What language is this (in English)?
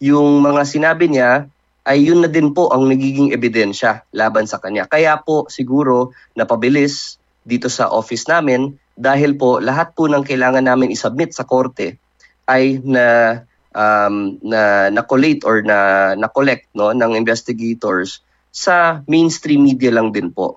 Filipino